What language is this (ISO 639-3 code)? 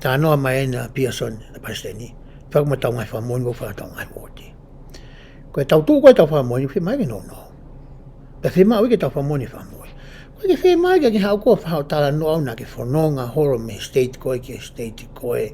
ton